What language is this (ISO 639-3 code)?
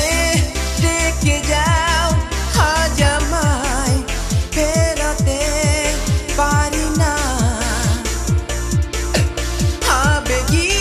ben